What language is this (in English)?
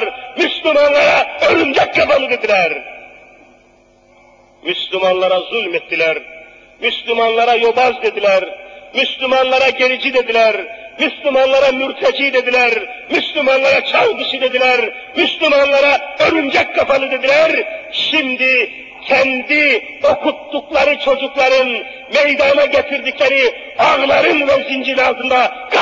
Turkish